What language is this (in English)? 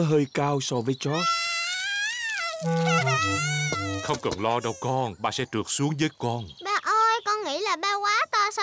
Vietnamese